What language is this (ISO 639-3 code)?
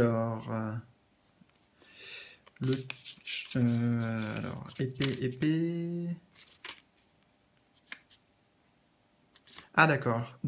fra